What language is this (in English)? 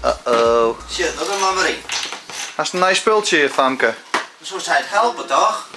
Western Frisian